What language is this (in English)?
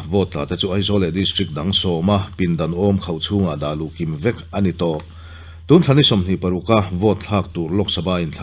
Mizo